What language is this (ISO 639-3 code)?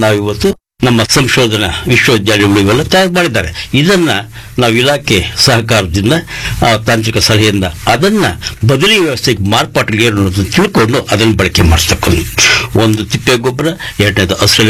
kan